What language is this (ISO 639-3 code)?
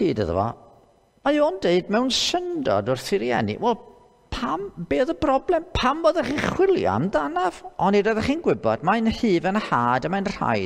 cym